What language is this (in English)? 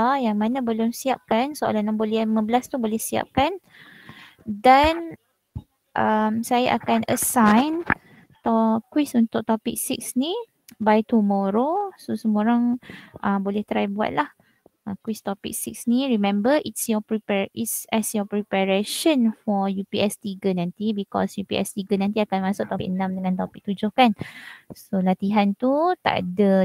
Malay